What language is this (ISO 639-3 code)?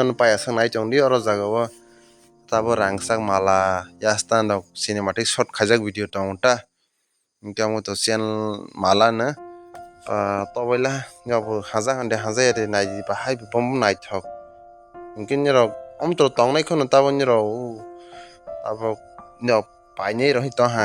trp